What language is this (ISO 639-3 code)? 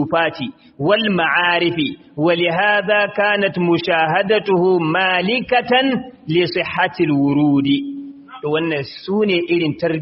hau